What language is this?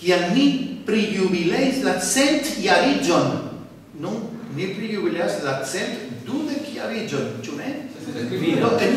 Esperanto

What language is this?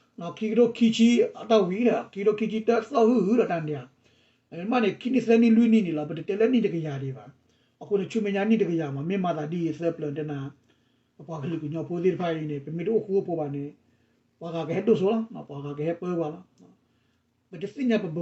S'gaw Karen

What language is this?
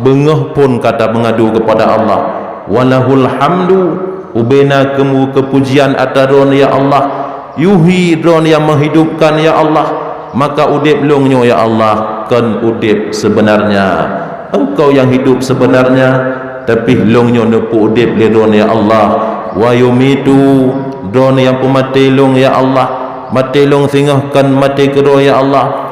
Achinese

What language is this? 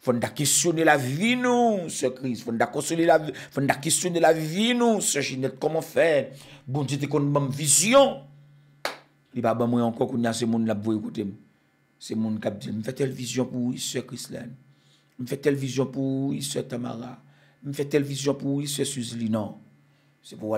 French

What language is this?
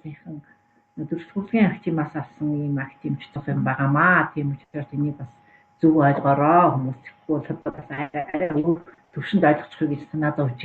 Mongolian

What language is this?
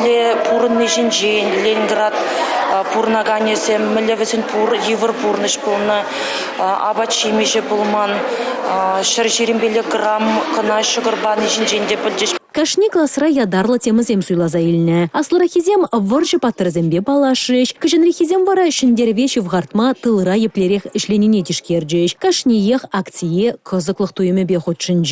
Chuvash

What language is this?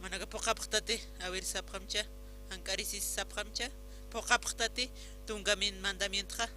Aymara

